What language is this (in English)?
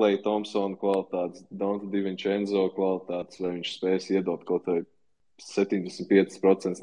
Latvian